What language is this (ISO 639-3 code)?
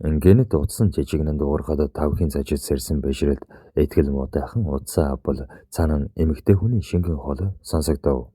mon